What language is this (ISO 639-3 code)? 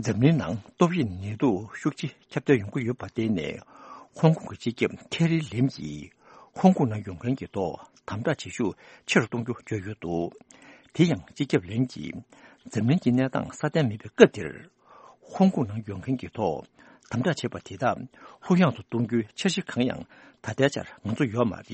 bod